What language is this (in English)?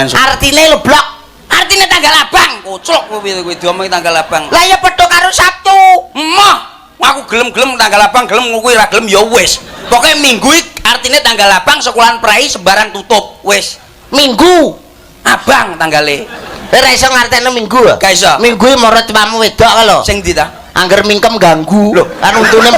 Javanese